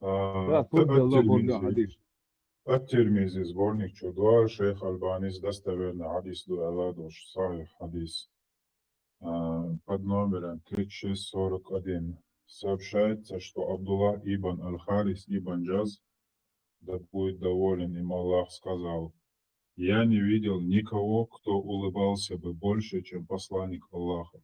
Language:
Chechen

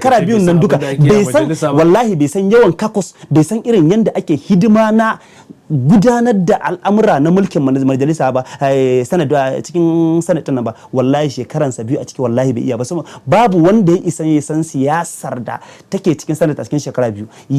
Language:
Hausa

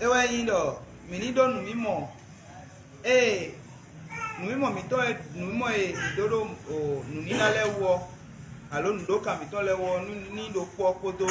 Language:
Fon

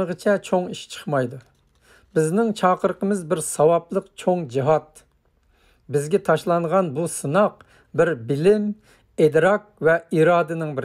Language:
Uyghur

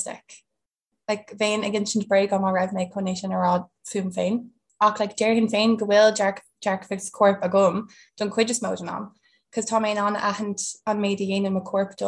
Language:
Irish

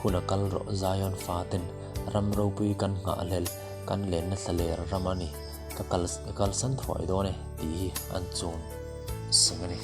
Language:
Hmar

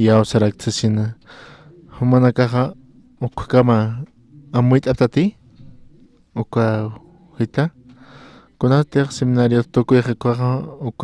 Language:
Aymara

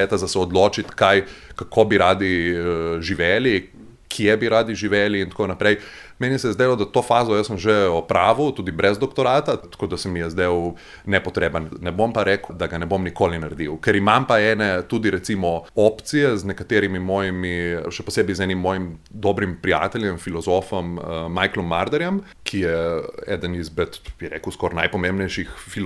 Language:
Slovenian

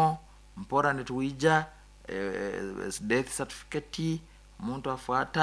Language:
Nyoro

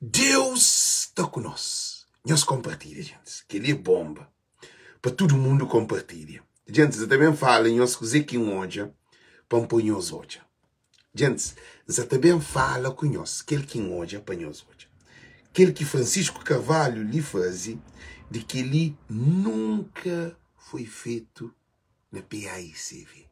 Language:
Kabuverdianu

